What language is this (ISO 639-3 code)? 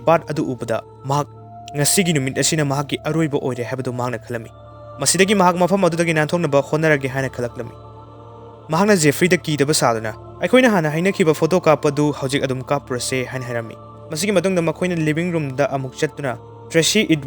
mni